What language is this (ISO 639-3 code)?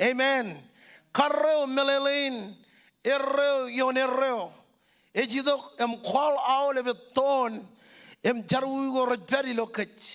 mah